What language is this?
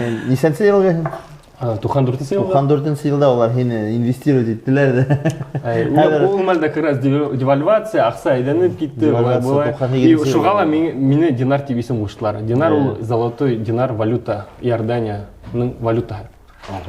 Bashkir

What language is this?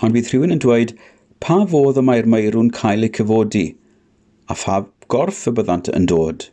Welsh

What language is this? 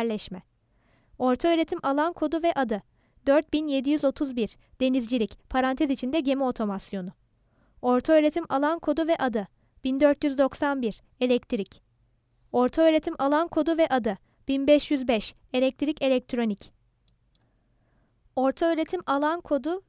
Turkish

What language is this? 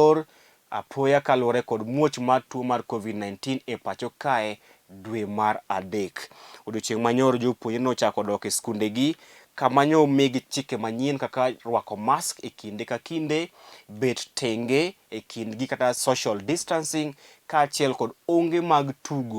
Luo (Kenya and Tanzania)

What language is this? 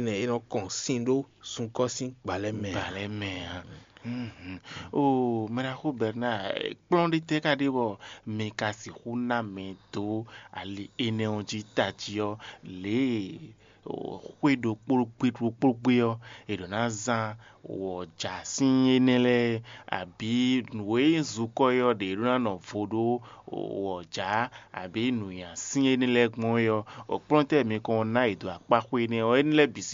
Fon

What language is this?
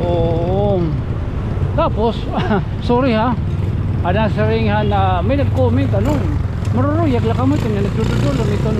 Waray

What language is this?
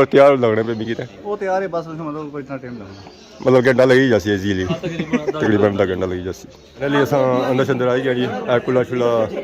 Pahari-Potwari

